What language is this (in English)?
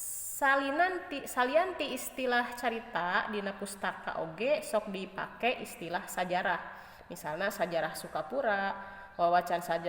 Sundanese